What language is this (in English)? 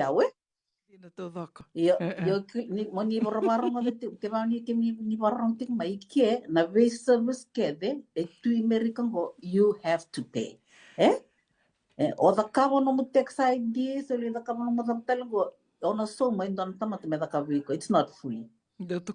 Fijian